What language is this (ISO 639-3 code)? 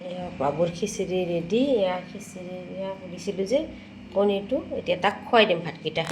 asm